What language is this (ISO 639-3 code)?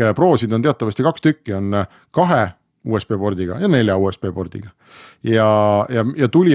est